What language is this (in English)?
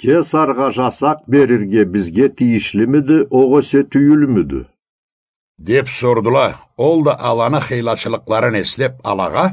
Karachay-Balkar